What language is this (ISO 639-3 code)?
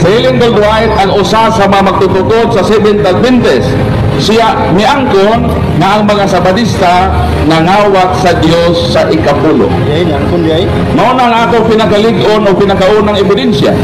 ceb